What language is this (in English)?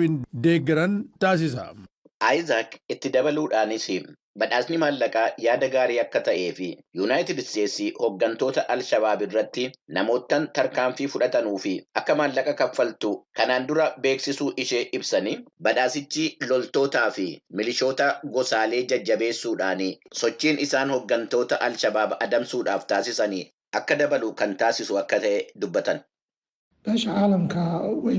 Oromo